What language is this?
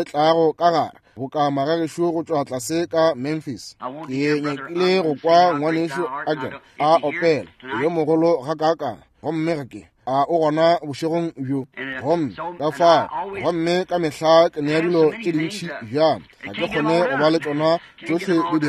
Northern Sotho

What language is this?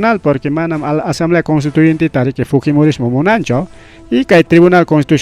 Ayacucho Quechua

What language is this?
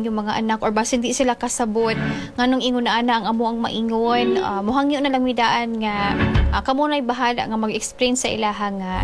Cebuano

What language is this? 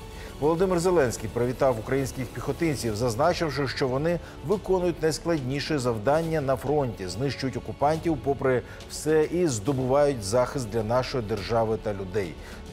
Ukrainian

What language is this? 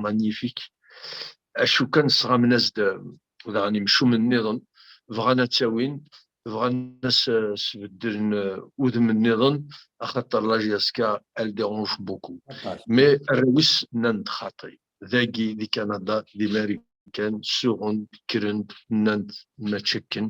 Kabyle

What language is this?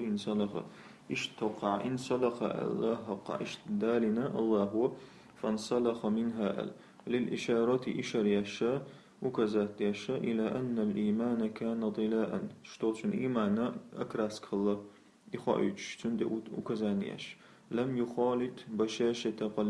Chechen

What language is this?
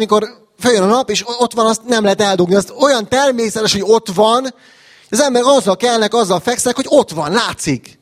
Hungarian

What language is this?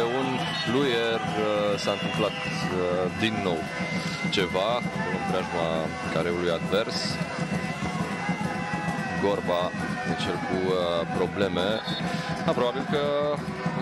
Romanian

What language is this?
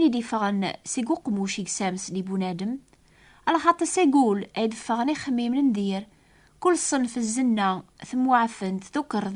Kabyle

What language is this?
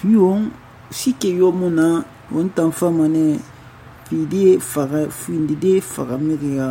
Susu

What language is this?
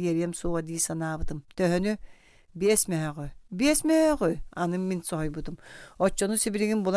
Yakut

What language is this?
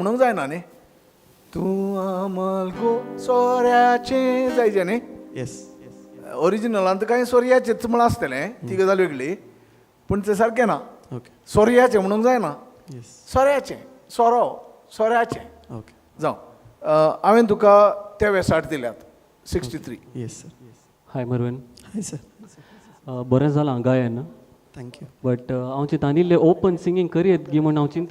Konkani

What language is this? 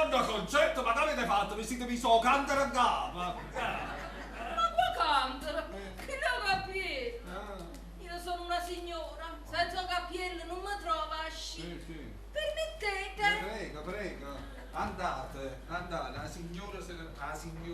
Neapolitan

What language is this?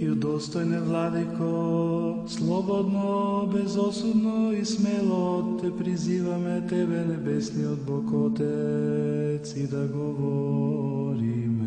Macedonian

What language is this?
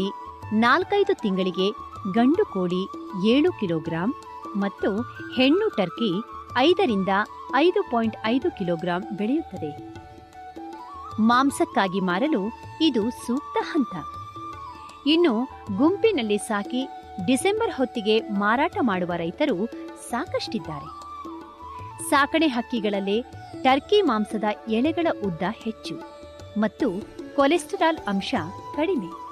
Kannada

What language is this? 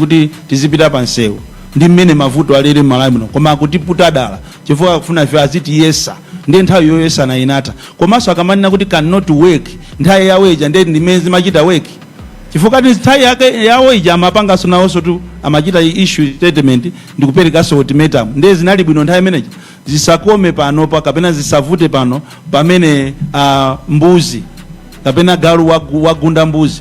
Nyanja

